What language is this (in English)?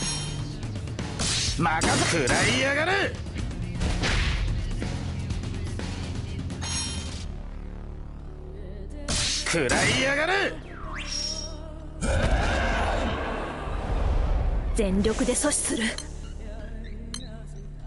Japanese